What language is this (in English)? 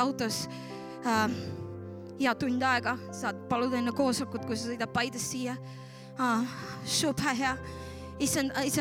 Estonian